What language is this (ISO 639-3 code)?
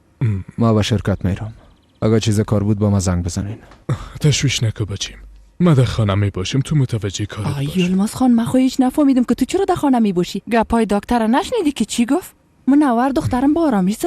fas